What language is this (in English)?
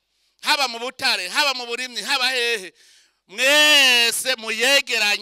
Rundi